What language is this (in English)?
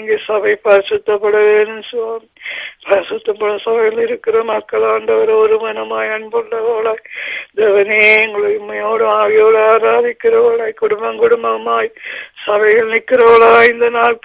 Tamil